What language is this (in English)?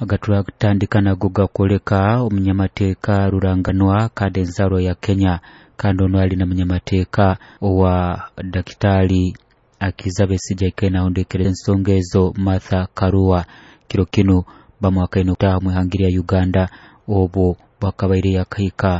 Nyoro